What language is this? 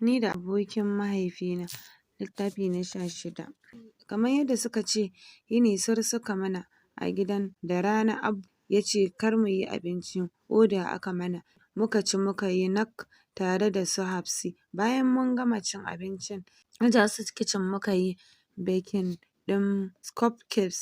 Hausa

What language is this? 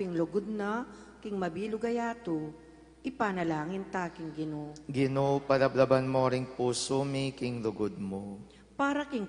Pampanga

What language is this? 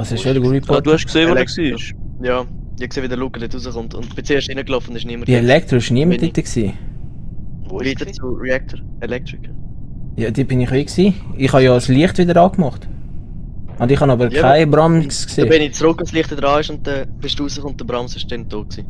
Swiss German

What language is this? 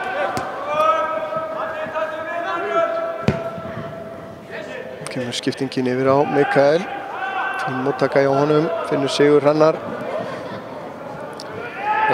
Icelandic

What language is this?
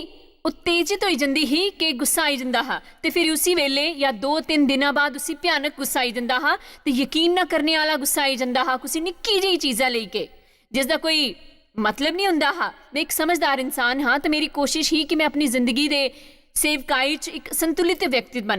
Dogri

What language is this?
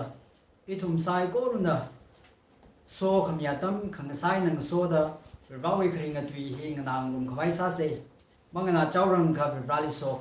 Tangkhul Naga (India)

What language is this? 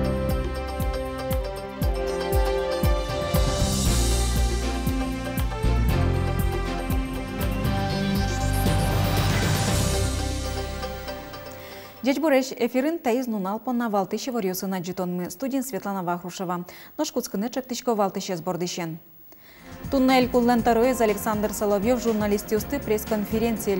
Udmurt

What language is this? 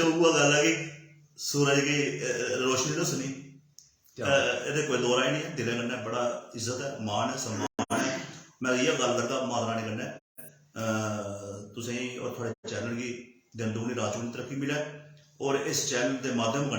Dogri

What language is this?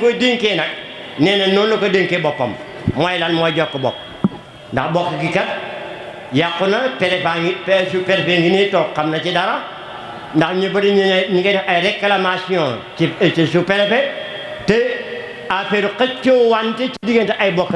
Wolof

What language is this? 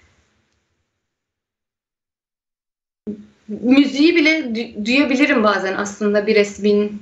Turkish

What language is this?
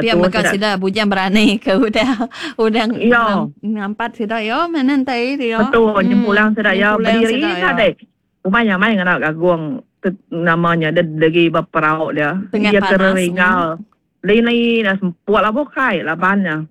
Iban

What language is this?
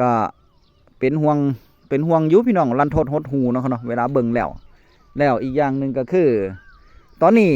Northeastern Thai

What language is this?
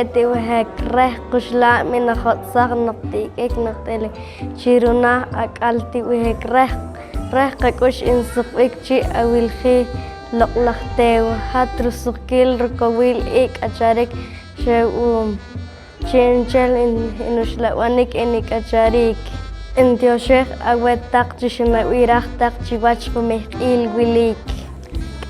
Poqomchi'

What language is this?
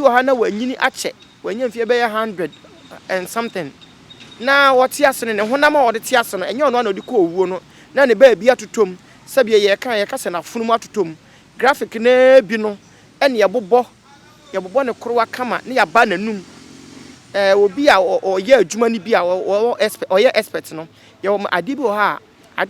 Akan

